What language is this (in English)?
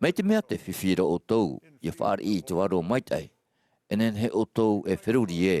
Tahitian